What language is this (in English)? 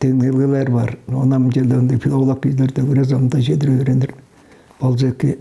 Tuvinian